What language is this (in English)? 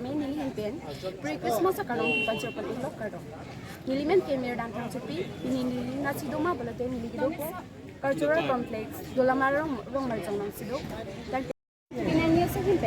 Karbi